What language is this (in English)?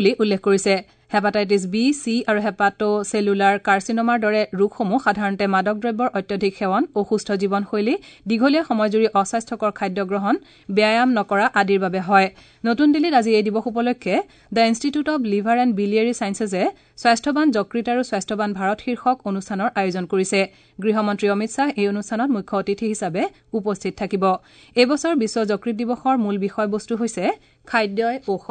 Assamese